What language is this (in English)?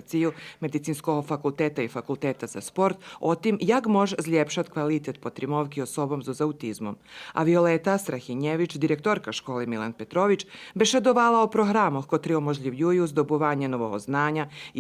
Rusyn